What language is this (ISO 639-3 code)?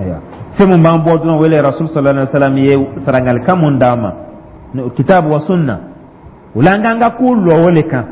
dyu